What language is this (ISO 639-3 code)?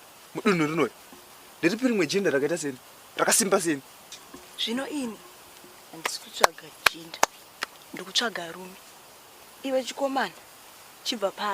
sna